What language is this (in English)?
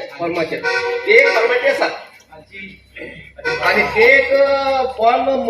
Konkani